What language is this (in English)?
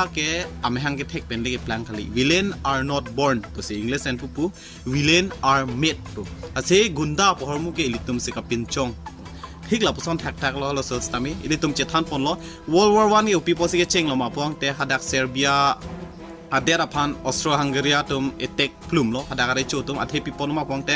Karbi